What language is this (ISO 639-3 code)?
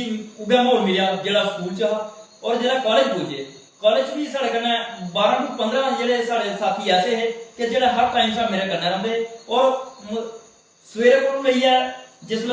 doi